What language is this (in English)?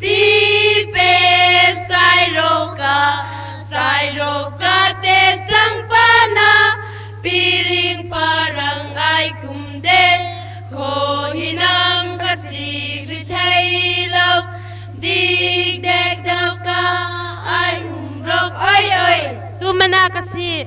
Hmar